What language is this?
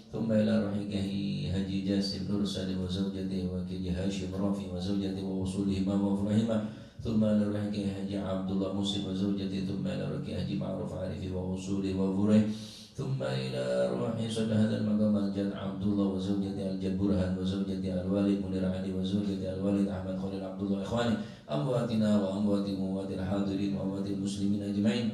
Madurese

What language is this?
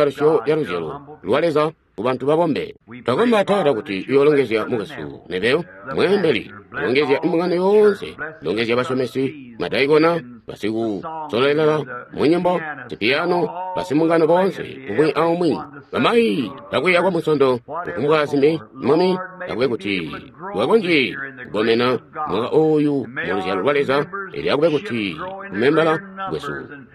Tonga (Zambia)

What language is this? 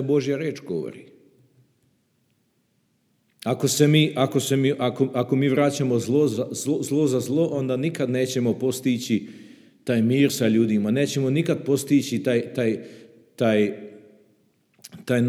Serbian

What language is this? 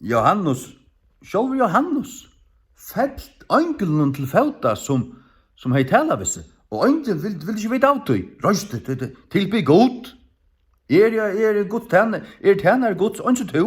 Faroese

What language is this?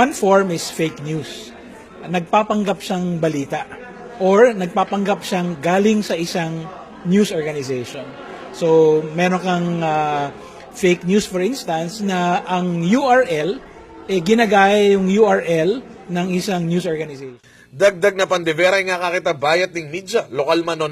Pampanga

